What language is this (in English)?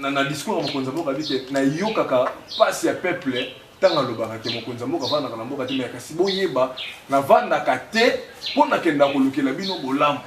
Lingala